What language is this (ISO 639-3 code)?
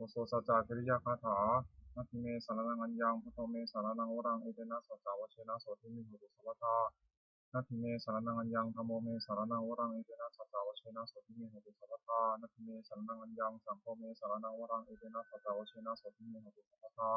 pli